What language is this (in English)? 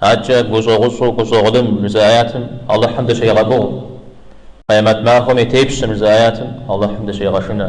Kabardian